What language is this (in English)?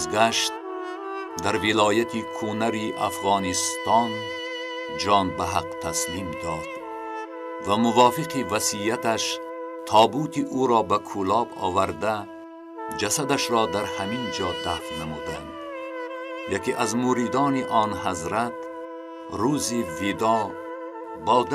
Tajik